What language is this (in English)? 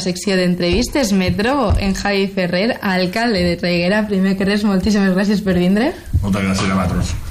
Catalan